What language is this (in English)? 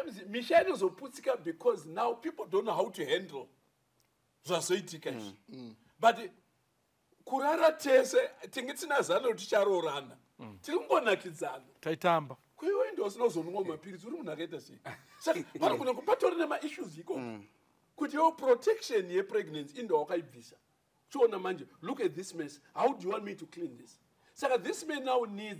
Shona